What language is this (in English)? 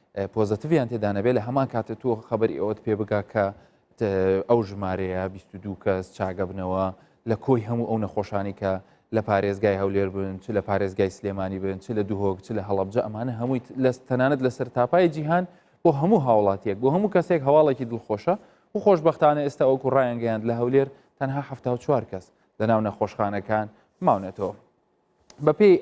Central Kurdish